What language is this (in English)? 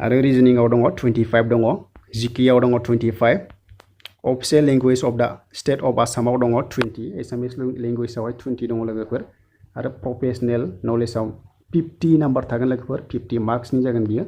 Bodo